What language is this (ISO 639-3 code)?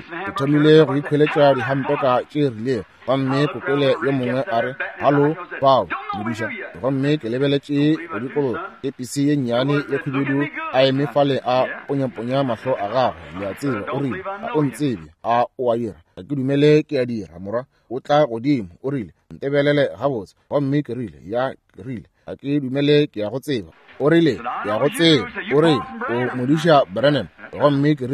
nso